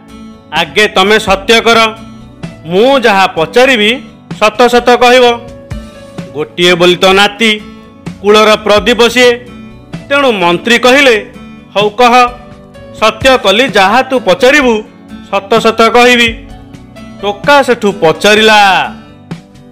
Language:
Odia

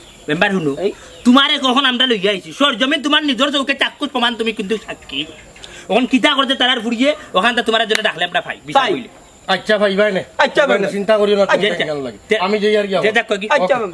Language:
Sylheti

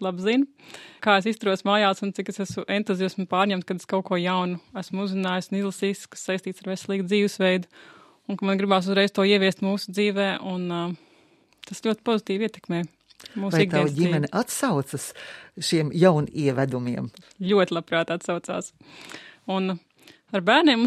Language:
Latvian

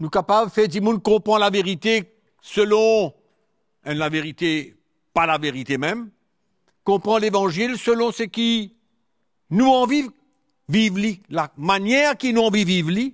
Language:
Morisyen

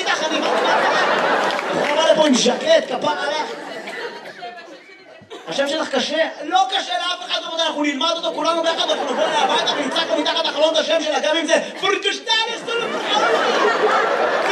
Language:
Hebrew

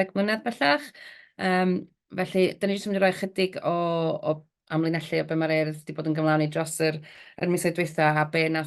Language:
Welsh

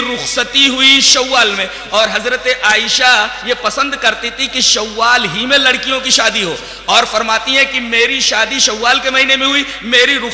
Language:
Urdu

